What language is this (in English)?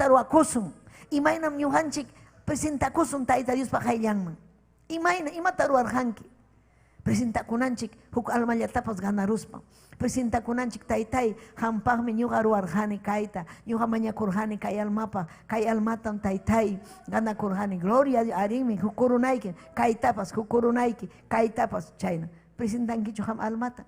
Ayacucho Quechua